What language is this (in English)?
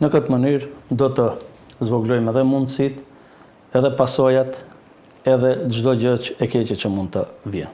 Albanian